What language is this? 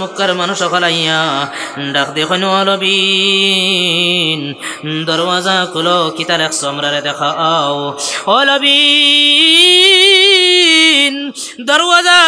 Sylheti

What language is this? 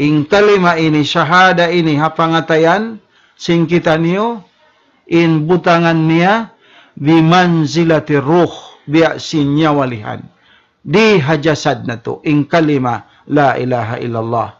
Tausug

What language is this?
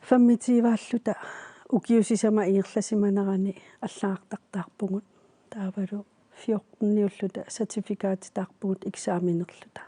Kalaallisut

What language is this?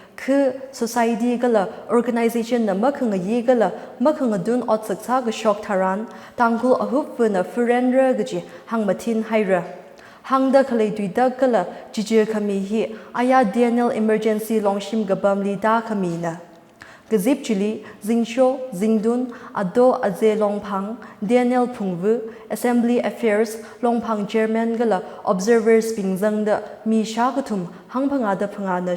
Tangkhul Naga (India)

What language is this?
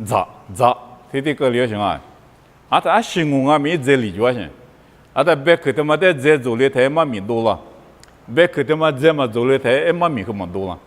Lisu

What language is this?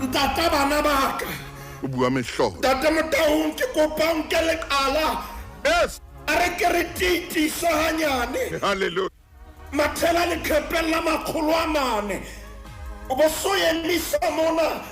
Southern Sotho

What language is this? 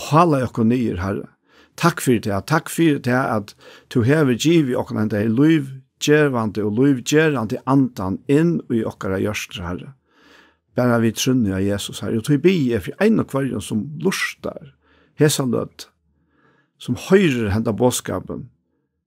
Faroese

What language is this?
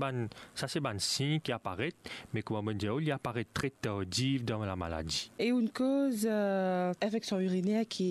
Morisyen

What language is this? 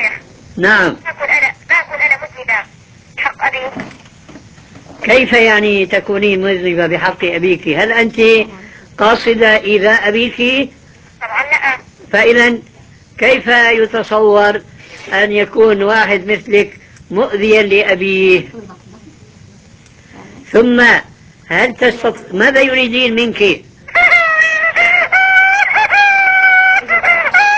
Arabic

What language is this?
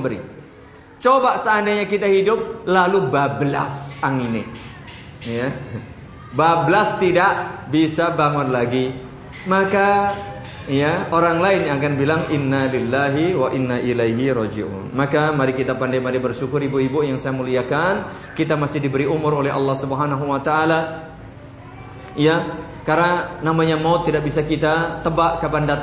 Indonesian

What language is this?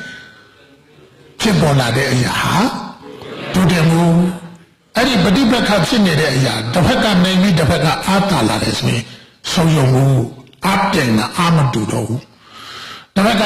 Burmese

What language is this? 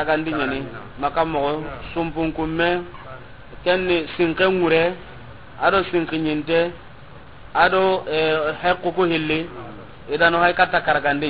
Soninke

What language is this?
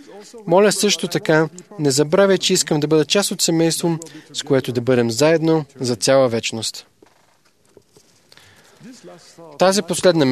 Bulgarian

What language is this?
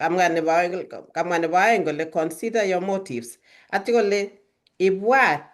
Kalenjin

